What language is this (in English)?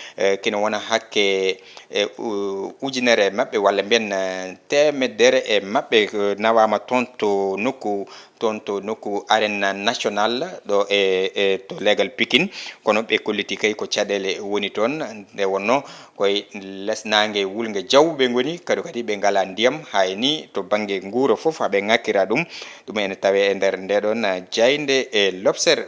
Fula